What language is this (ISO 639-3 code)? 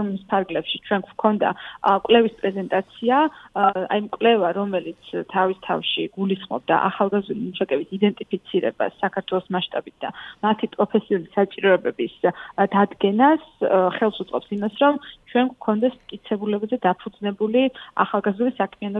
kat